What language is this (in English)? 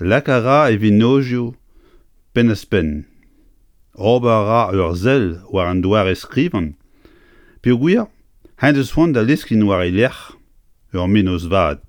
Breton